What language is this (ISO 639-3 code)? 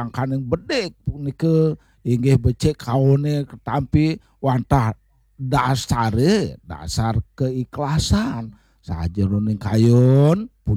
ban